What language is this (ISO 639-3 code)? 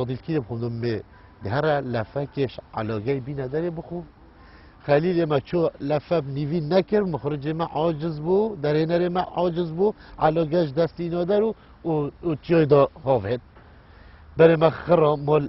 kur